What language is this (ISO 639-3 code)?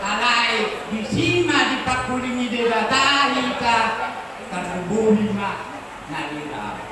bbc